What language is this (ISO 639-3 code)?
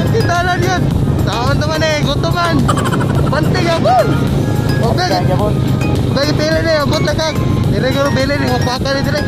ceb